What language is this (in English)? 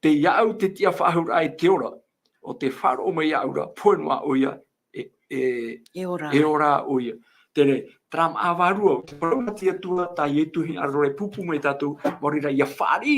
Tahitian